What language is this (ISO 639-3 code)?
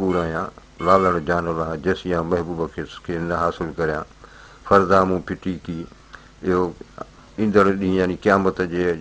snd